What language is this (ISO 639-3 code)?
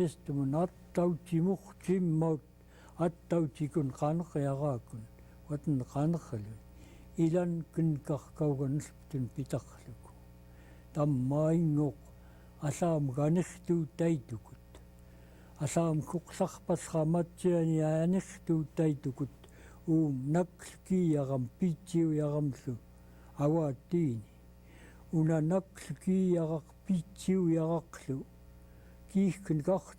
esu